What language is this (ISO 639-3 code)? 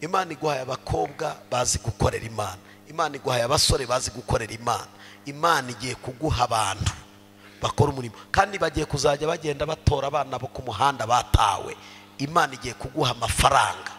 kin